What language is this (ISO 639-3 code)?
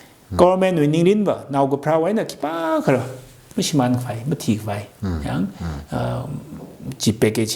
nmf